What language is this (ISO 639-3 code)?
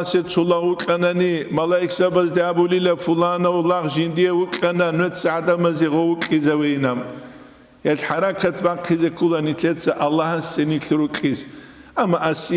ava